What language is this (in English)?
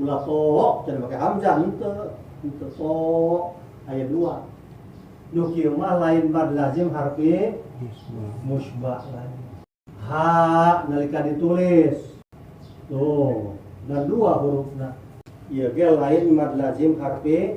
Sundanese